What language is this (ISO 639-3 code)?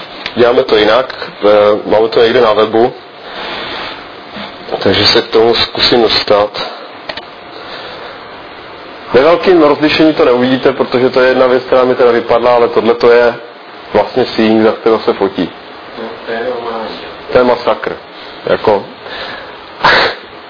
ces